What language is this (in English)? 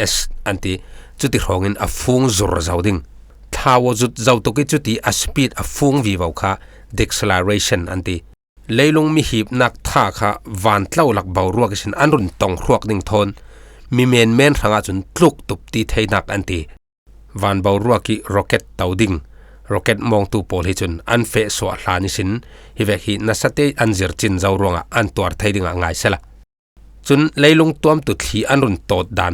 Falam Chin